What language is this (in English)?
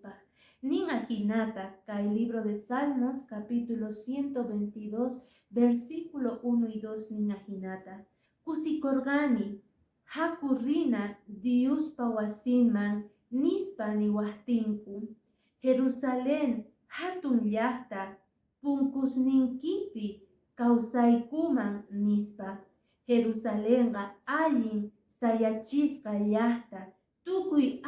Quechua